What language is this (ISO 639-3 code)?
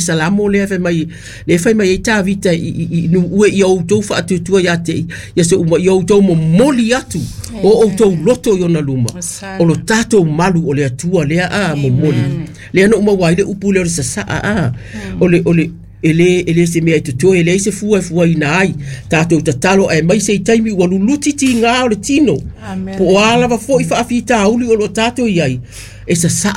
smo